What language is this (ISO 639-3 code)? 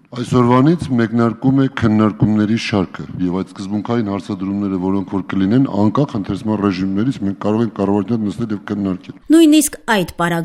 hye